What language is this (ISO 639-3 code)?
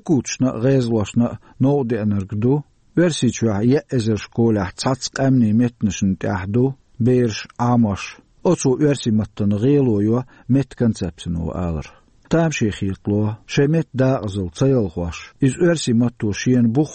che